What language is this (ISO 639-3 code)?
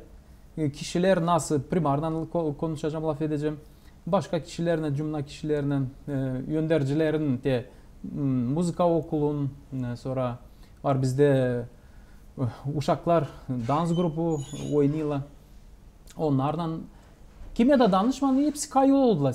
gag